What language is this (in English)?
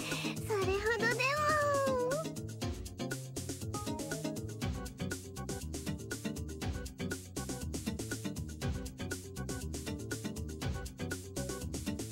Japanese